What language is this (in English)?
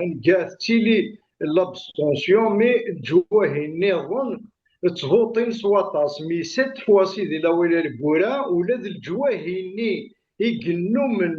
Kabyle